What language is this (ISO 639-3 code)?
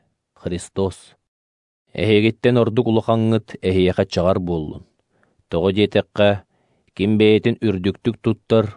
sah